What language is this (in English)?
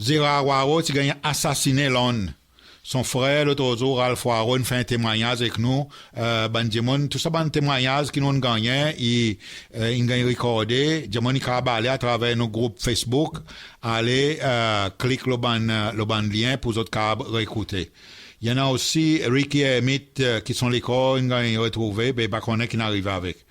Seselwa Creole French